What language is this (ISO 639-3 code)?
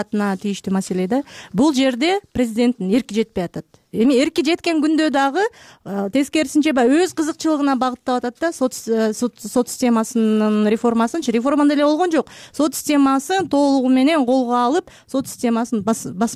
kir